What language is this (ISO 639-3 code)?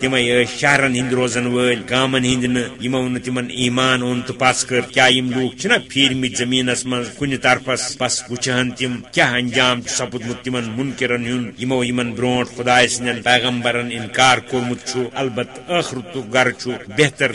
kas